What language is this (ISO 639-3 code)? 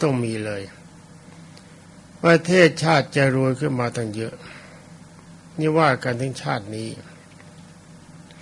tha